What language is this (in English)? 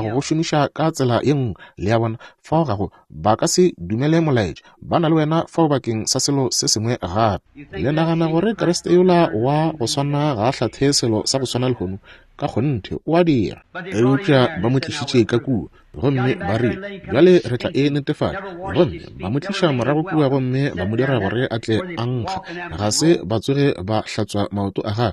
Northern Sotho